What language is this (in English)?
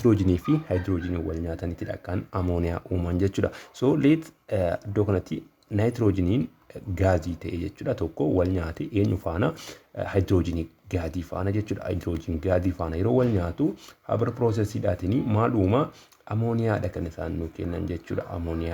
Oromo